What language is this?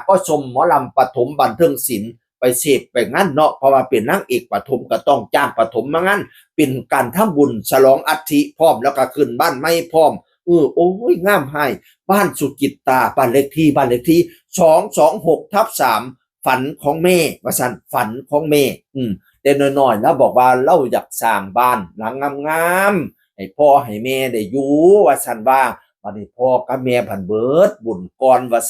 Northeastern Thai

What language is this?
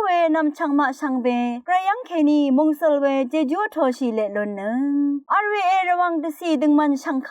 Rawang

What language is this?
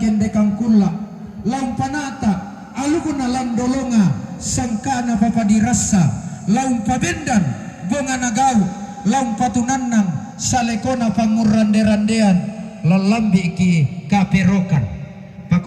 Toraja-Sa'dan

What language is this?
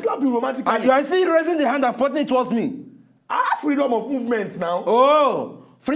Nigerian Pidgin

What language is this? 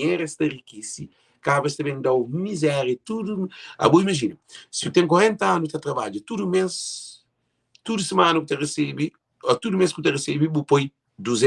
Kabuverdianu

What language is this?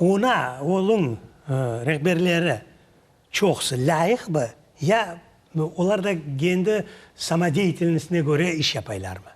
Crimean Tatar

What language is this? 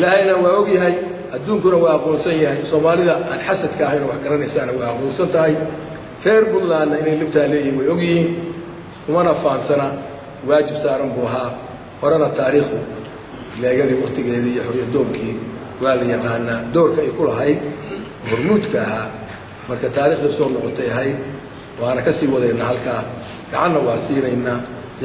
Somali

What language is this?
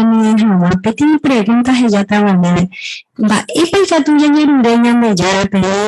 Guarani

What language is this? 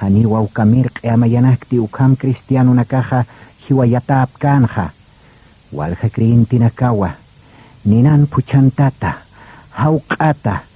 Aymara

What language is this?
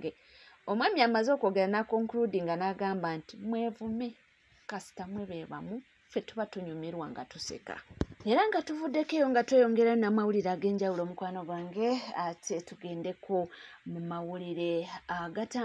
Ganda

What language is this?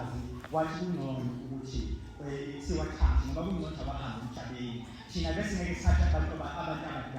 Zulu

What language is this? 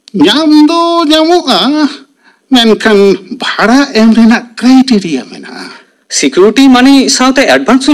Santali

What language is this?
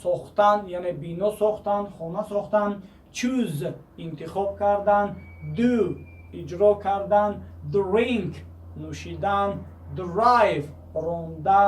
Tajik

